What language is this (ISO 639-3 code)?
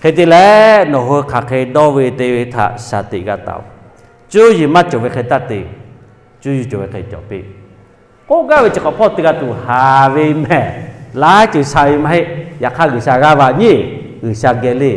lhu